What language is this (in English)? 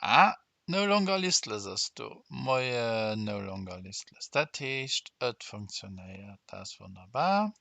Luxembourgish